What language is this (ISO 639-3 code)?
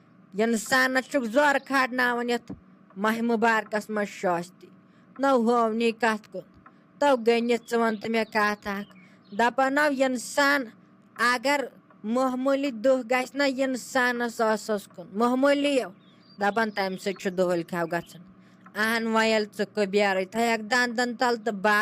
kas